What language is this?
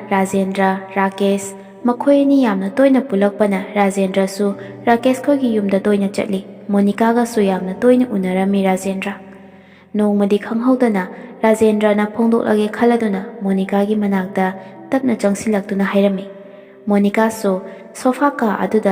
Manipuri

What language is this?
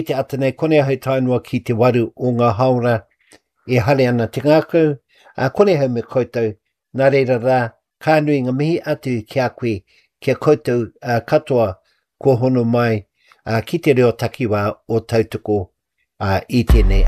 Māori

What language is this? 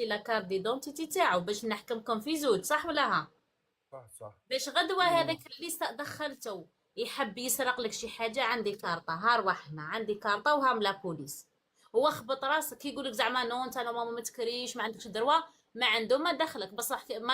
Algerian Arabic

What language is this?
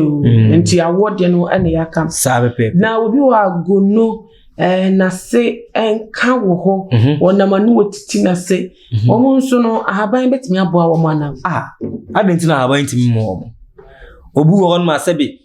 Akan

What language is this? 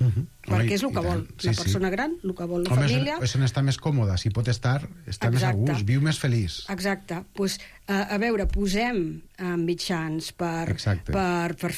Catalan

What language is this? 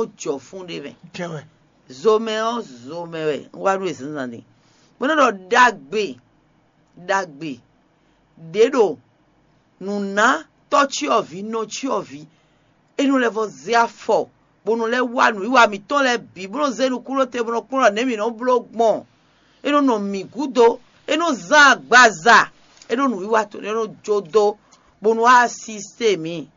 Fon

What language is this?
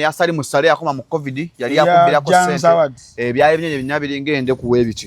Ganda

